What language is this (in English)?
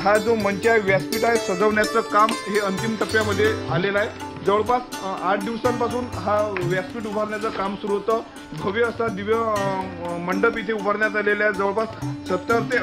Marathi